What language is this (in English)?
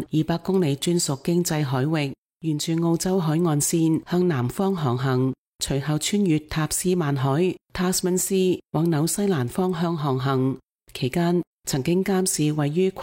Cantonese